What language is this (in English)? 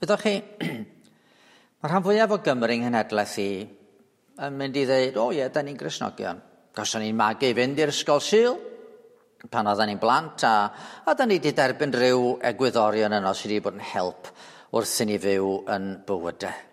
Welsh